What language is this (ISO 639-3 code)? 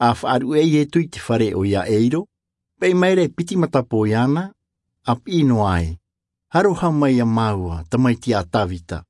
tah